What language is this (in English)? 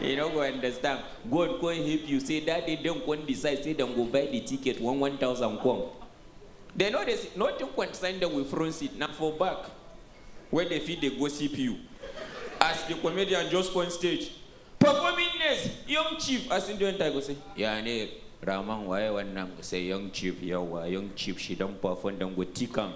Nigerian Pidgin